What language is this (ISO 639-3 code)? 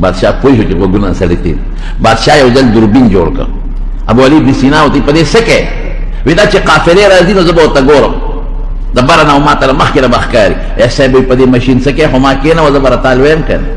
pus